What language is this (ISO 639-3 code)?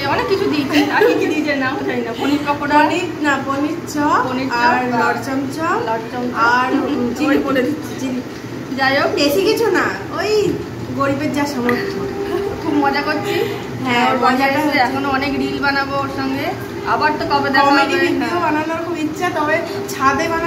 ben